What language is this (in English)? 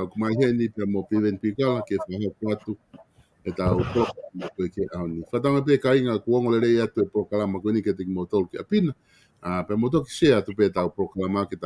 Tongan